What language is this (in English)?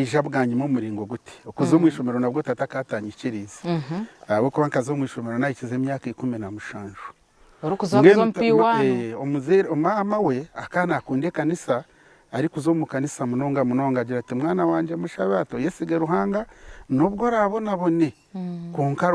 Nyankole